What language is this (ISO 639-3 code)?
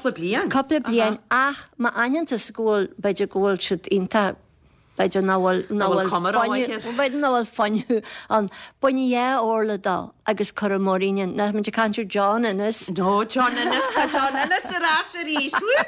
gle